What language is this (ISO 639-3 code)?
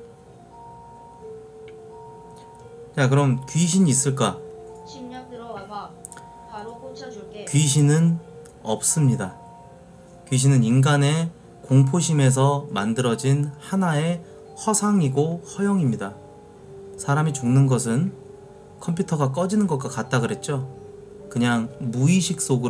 kor